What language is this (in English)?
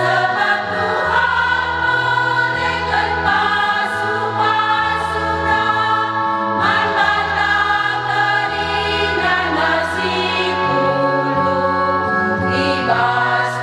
Batak Karo